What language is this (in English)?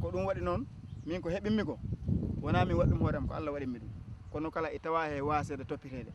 Fula